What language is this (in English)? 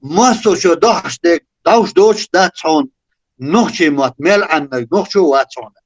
Chechen